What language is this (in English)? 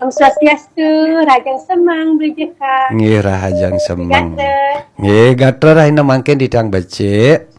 Balinese